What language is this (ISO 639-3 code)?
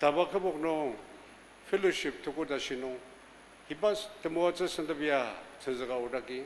njo